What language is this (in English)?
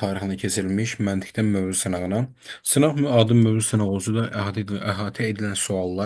Azerbaijani